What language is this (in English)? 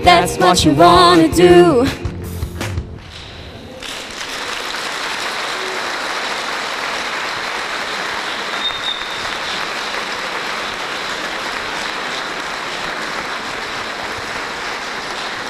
Hungarian